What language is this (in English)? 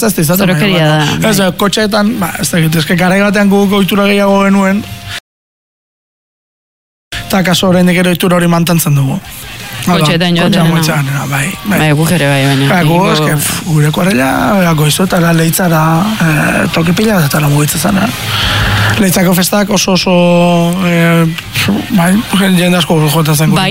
Basque